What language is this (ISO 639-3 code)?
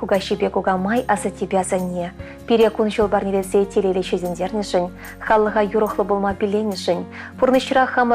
chv